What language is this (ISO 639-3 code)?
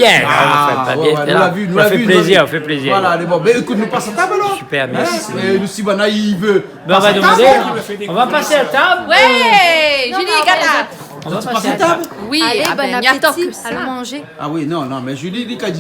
rcf